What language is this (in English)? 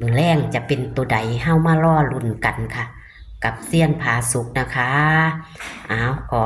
Northeastern Thai